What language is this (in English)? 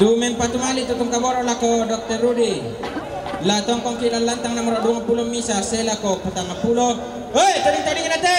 Toraja-Sa'dan